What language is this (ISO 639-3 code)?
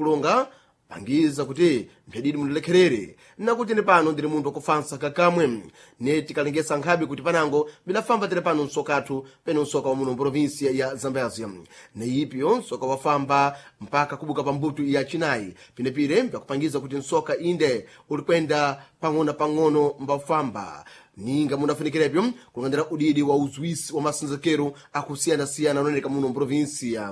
seh